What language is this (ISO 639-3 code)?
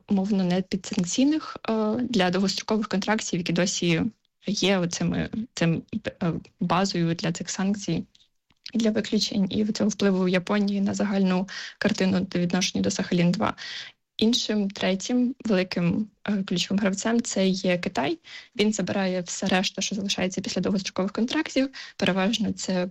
ukr